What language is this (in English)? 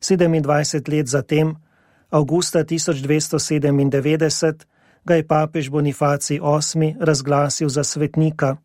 Slovenian